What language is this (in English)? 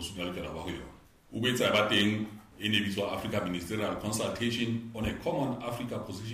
Southern Sotho